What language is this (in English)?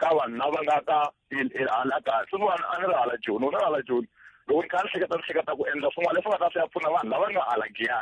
Tsonga